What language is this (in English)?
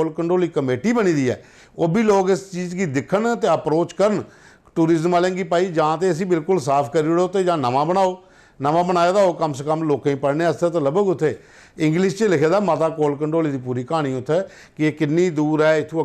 Dogri